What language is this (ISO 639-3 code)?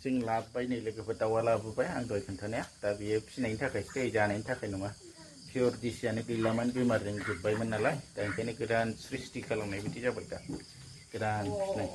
brx